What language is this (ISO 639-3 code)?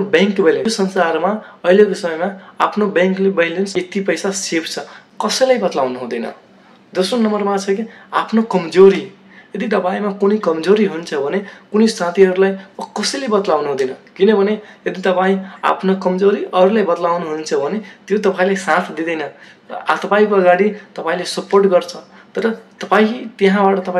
nep